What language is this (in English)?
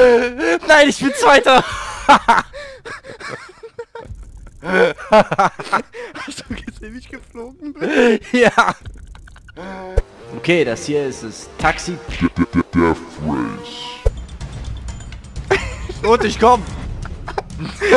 German